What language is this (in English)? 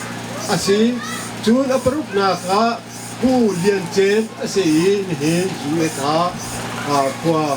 Hakha Chin